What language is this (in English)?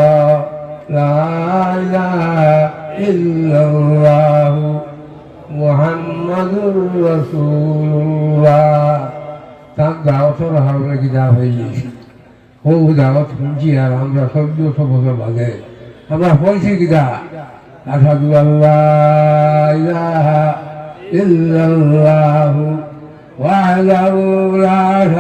Sylheti